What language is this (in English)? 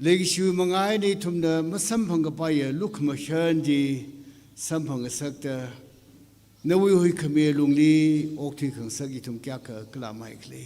Tangkhul Naga (India)